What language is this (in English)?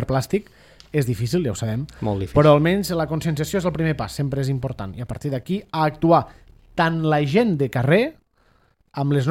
Catalan